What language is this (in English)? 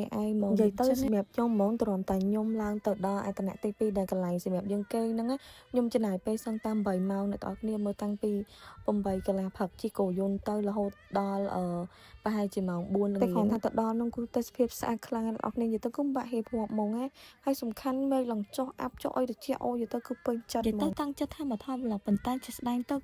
Khmer